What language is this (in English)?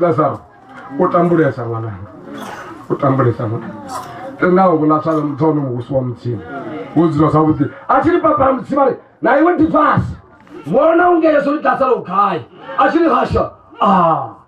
Venda